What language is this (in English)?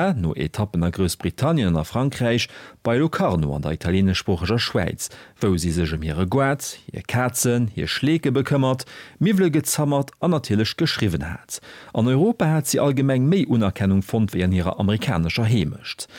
Luxembourgish